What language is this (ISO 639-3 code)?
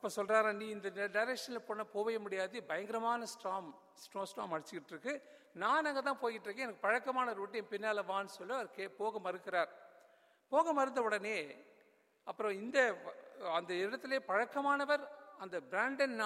tam